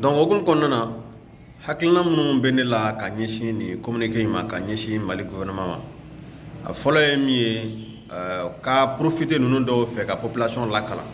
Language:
Bambara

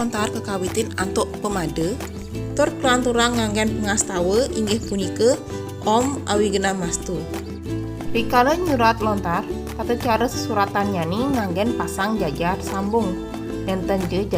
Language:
Balinese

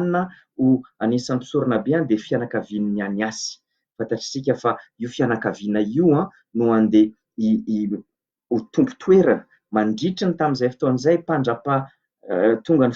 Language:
Malagasy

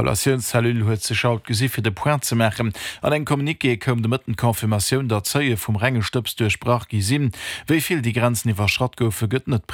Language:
Luxembourgish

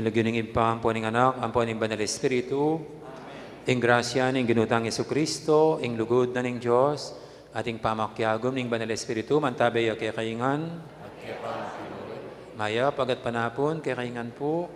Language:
Pampanga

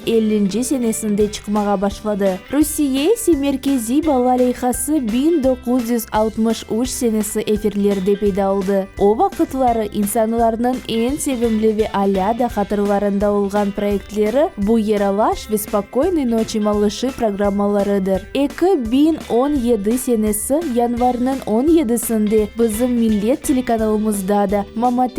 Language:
Crimean Tatar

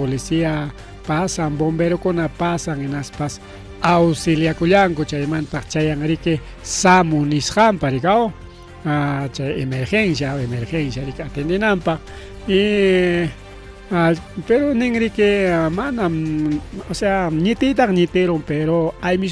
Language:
Ayacucho Quechua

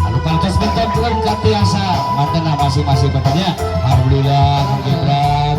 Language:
Sundanese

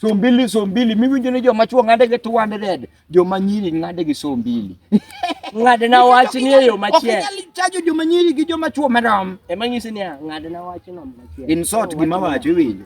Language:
Luo (Kenya and Tanzania)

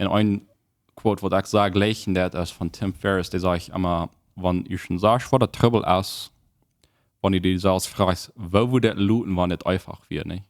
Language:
Plautdietsch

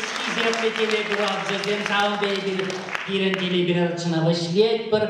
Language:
Chuvash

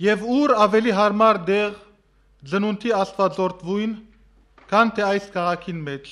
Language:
Western Armenian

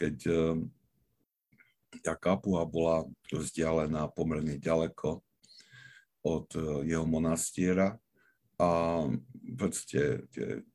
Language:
Slovak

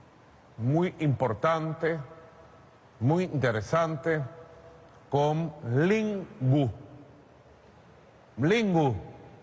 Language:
Spanish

